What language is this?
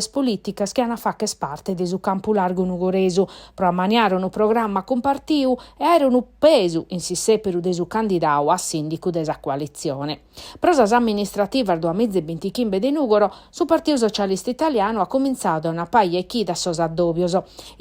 Sardinian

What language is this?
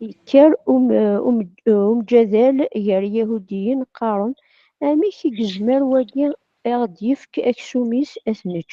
Kabyle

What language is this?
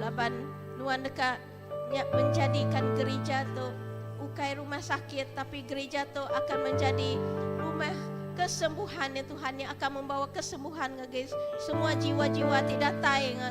Iban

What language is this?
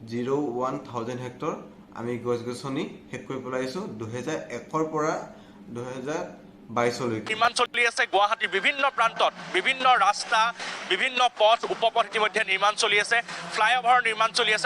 Assamese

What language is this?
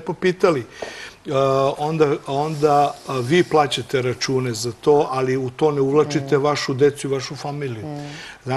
Serbian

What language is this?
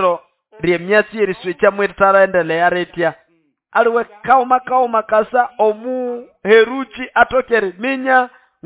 Nande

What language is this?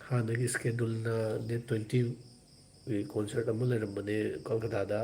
Manipuri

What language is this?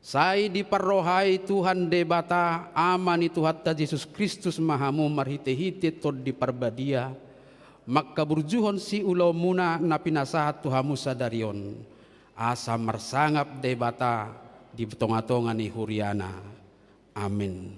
Batak Toba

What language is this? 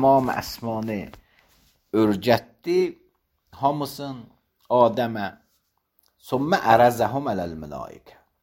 Azerbaijani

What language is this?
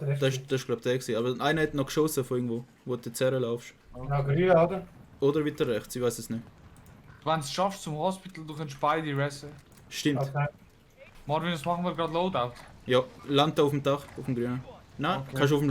Swiss German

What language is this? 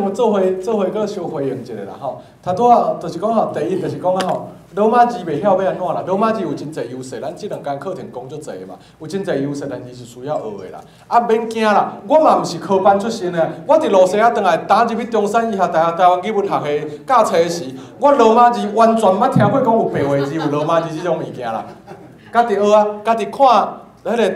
Min Nan Chinese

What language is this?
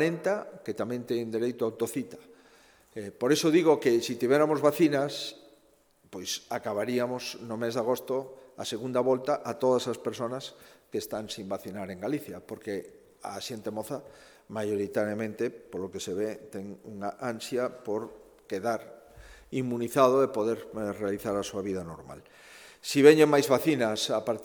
Galician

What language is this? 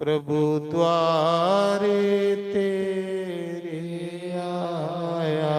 Dogri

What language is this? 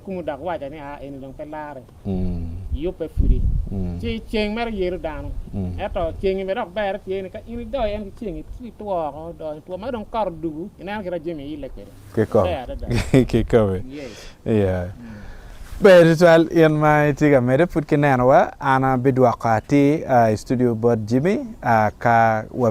Acoli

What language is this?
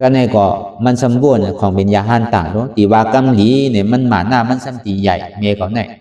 Shan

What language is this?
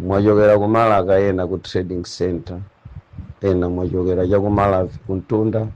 Nyanja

